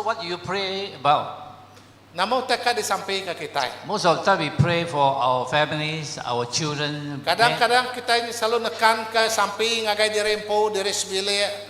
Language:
Iban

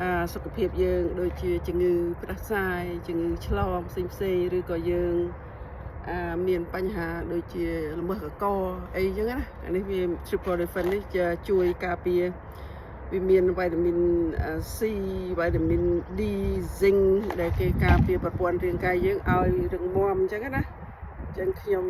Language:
Khmer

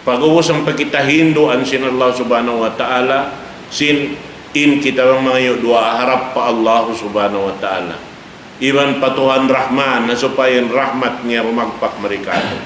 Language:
Tausug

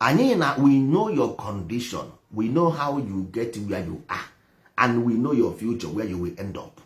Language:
Igbo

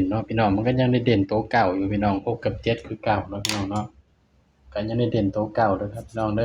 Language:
Northeastern Thai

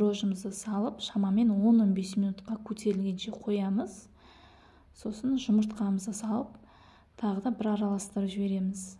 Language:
Kazakh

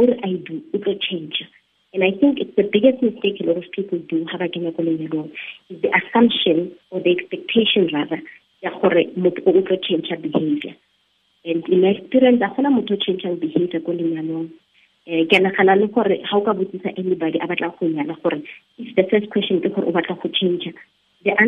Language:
Tswana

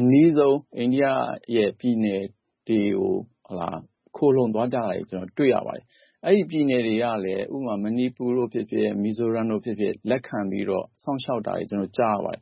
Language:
Burmese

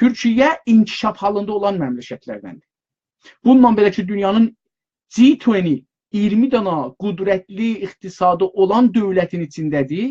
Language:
South Azerbaijani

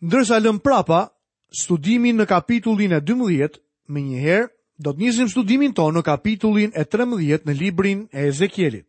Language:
Albanian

